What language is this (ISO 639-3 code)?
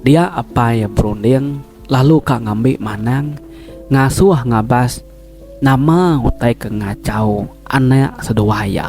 iba